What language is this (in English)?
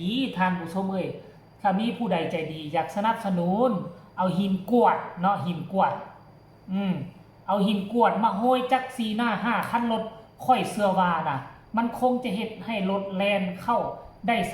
Northeastern Thai